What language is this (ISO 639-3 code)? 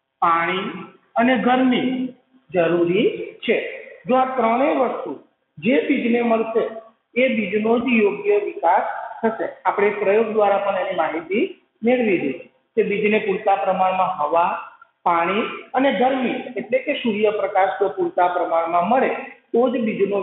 guj